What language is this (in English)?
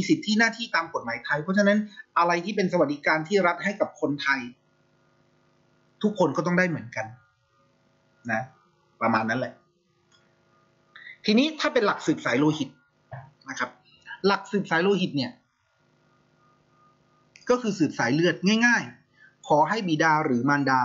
Thai